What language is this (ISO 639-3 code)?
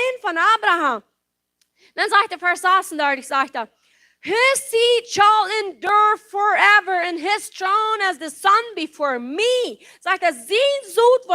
pdt